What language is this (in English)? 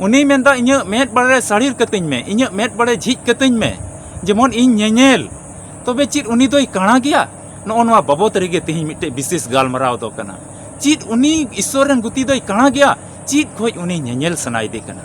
Santali